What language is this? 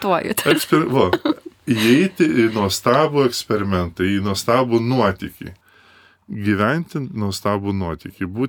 Lithuanian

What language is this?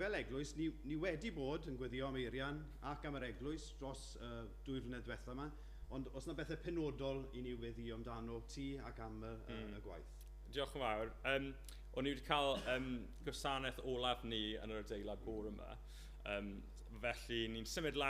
Welsh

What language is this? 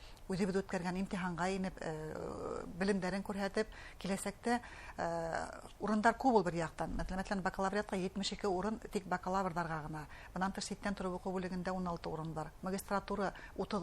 Bashkir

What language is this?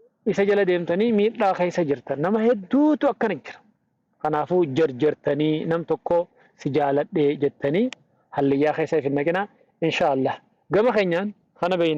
Oromo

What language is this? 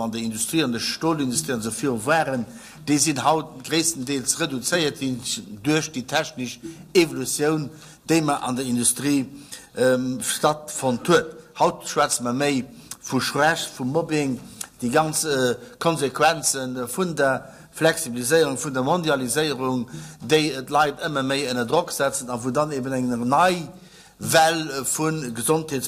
Luxembourgish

